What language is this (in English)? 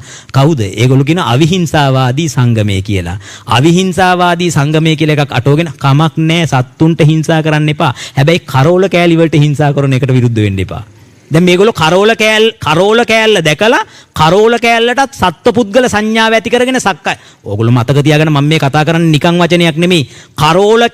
Sinhala